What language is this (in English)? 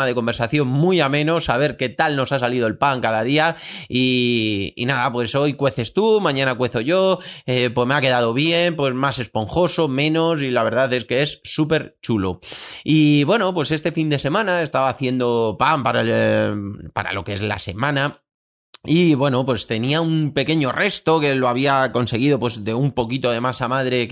Spanish